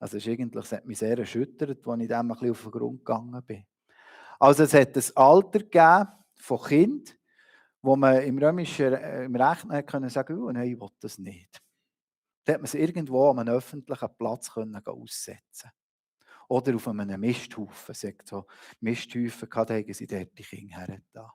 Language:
Swiss German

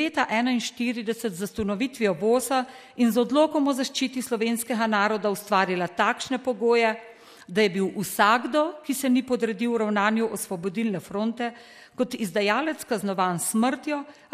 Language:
Slovenian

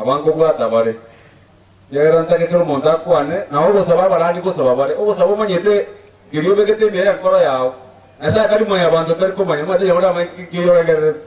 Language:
Gusii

